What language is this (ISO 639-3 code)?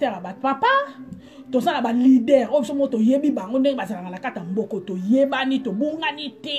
lin